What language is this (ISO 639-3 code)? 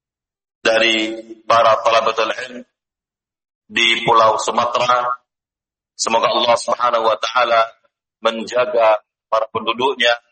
ind